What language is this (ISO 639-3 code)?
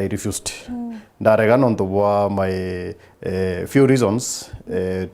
mer